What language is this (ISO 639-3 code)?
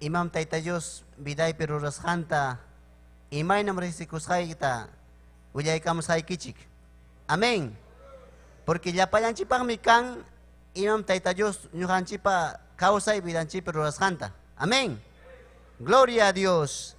quy